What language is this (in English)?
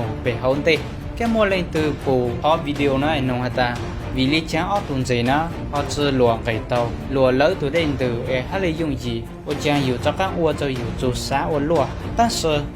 Hmong